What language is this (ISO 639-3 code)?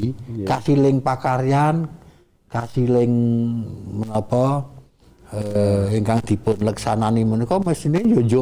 jav